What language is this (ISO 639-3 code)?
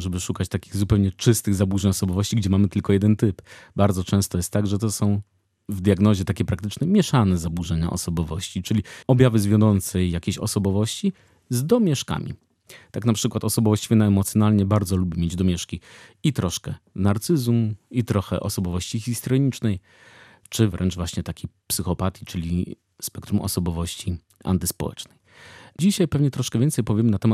pol